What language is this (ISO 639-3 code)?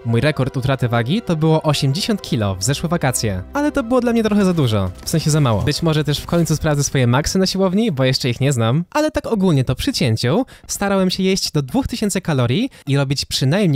pol